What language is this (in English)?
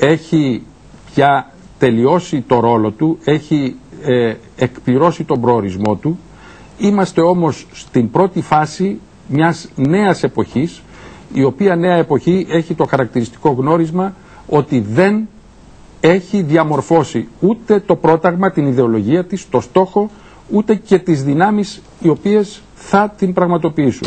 Greek